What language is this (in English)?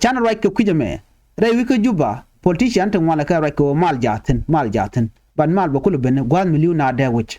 Nuer